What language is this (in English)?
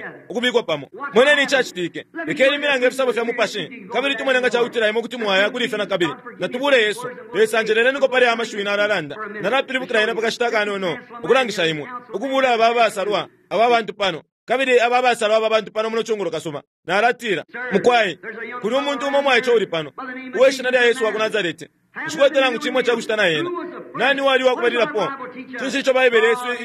Bemba